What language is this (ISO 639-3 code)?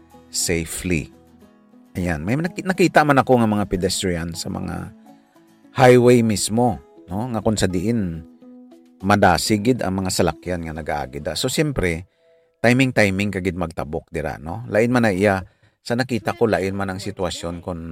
hil